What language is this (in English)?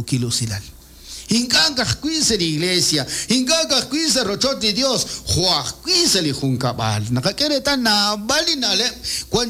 Kekchí